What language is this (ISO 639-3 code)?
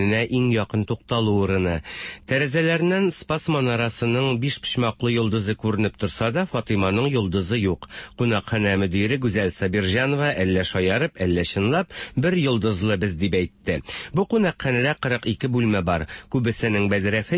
tat